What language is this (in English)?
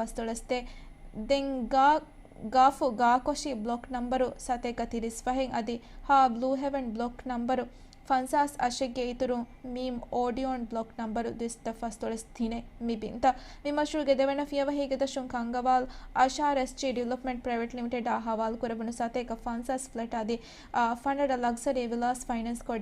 Divehi